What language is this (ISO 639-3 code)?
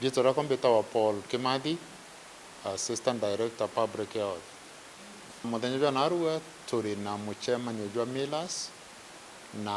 mer